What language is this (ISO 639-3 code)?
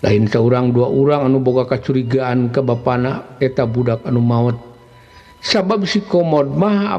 sun